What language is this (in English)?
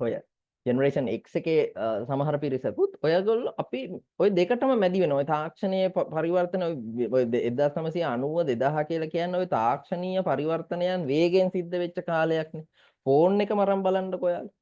Sinhala